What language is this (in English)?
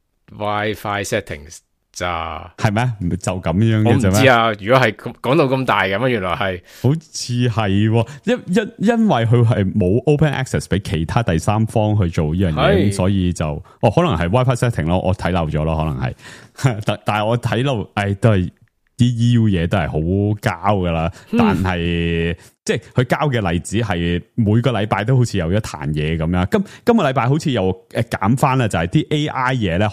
Cantonese